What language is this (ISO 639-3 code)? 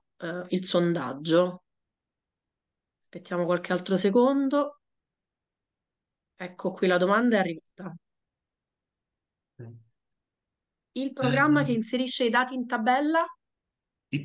ita